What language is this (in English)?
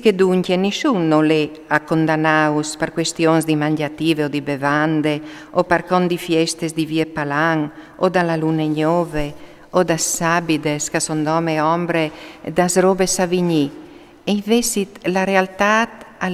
Friulian